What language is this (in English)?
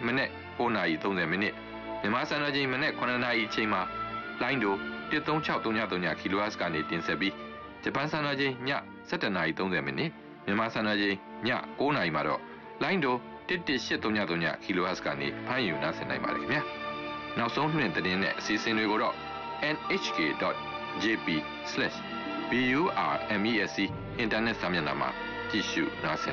Burmese